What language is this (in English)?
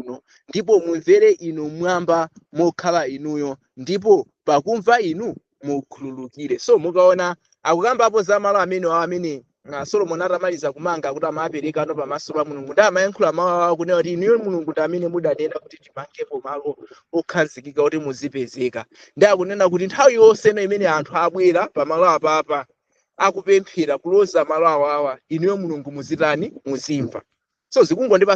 Nyanja